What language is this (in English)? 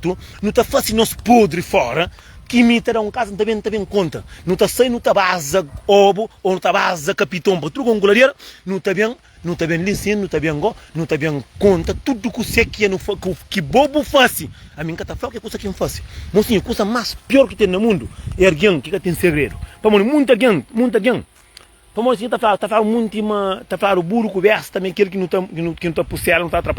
Kabuverdianu